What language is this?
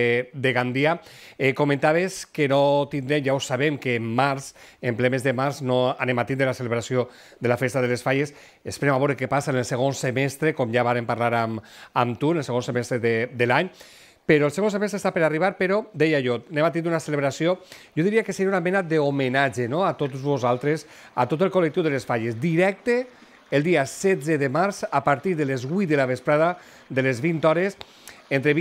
Catalan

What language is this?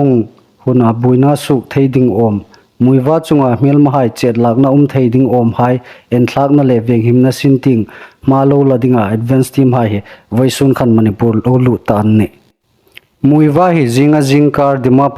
Hmar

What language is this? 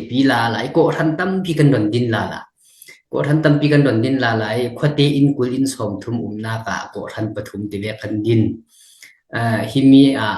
Falam Chin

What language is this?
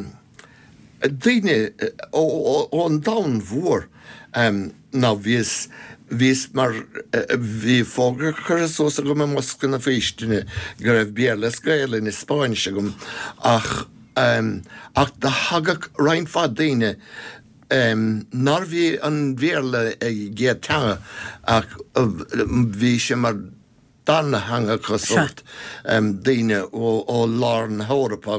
Irish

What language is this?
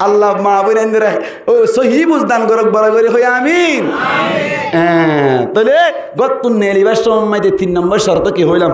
Rohingya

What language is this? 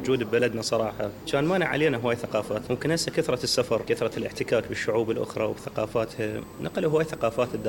Mesopotamian Arabic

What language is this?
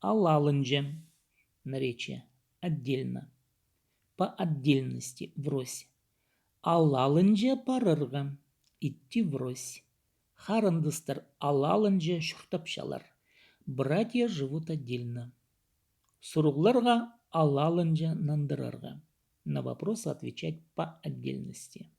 Khakas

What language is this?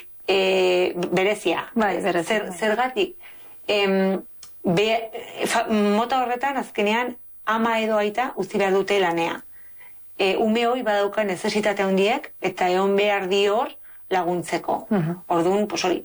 Basque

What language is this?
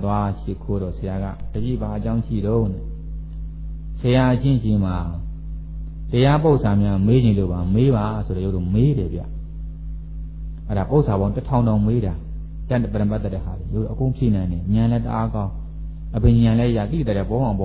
Burmese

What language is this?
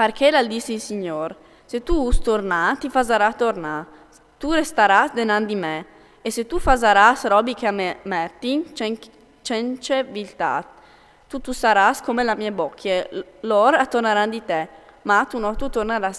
Friulian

